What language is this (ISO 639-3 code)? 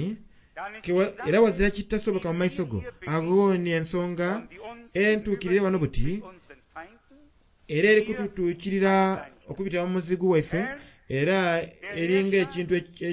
xog